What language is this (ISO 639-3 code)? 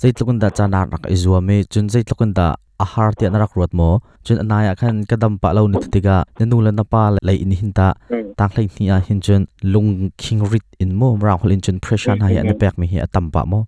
cnh